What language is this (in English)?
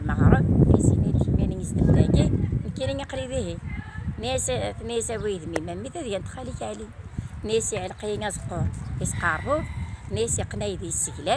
Kabyle